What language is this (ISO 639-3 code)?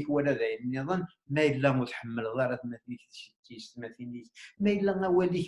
kab